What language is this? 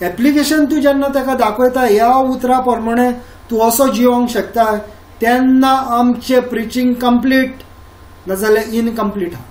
Konkani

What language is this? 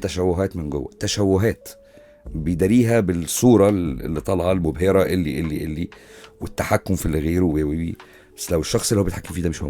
Egyptian Arabic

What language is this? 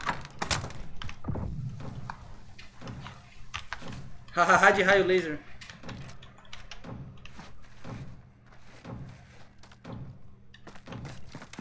Portuguese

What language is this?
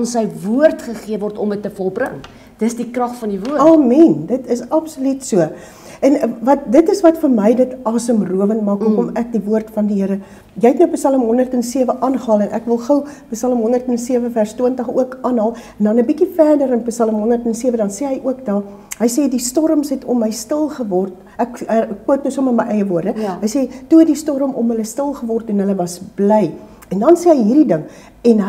Afrikaans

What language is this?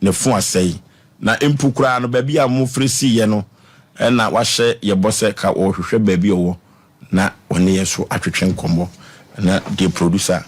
Akan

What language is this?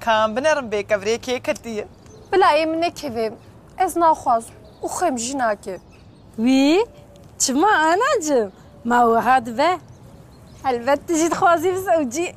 Kurdish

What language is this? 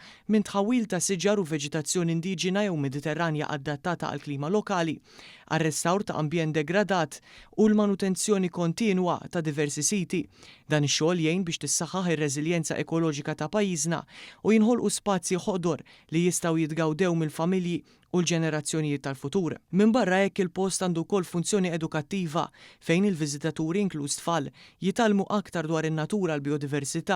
Maltese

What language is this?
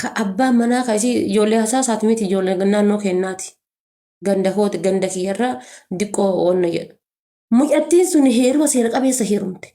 Oromo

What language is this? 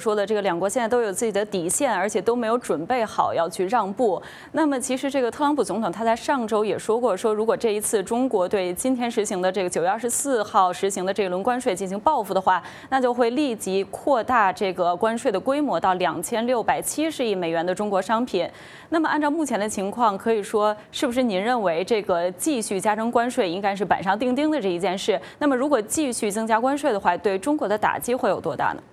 Chinese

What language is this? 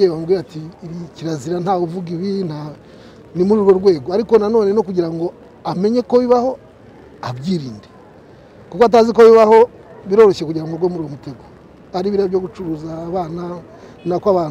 Kinyarwanda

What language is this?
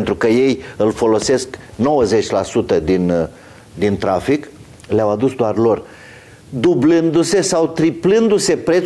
Romanian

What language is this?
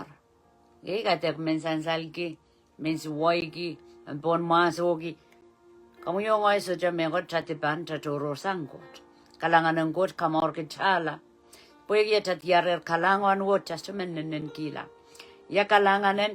Pohnpeian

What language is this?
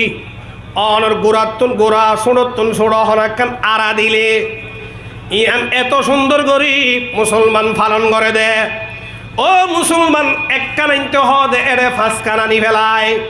Rohingya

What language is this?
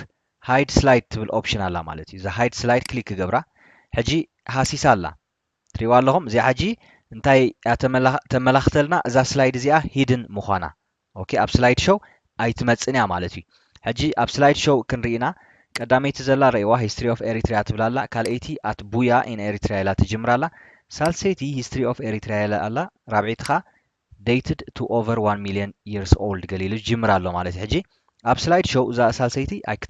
Tigrinya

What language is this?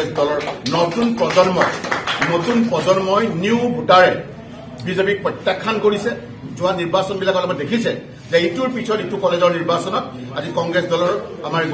Assamese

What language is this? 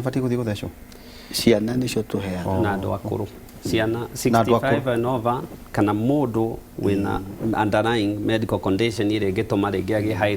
Kikuyu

